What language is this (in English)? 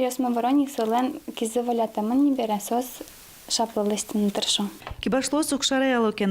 Udmurt